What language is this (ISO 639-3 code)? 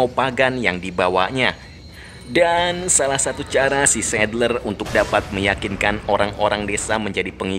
ind